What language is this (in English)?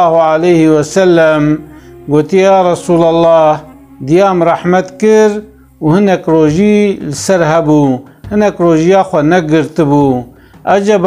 Kurdish